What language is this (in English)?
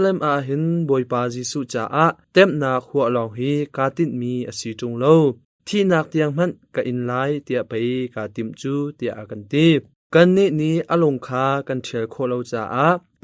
Hakha Chin